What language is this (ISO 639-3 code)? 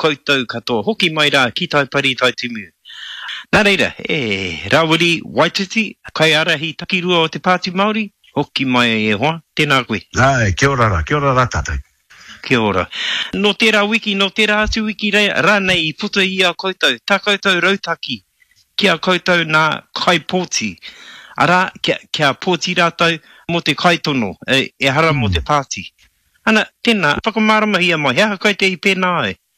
mri